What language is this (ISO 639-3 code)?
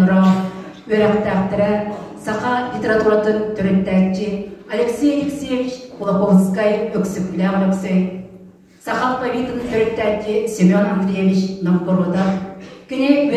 sah